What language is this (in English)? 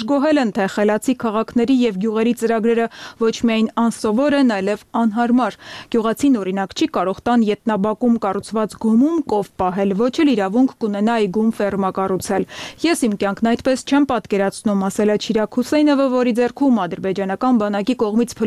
Armenian